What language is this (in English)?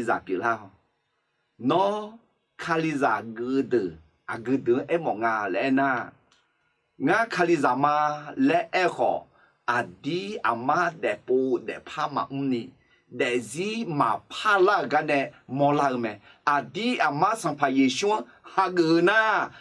Akha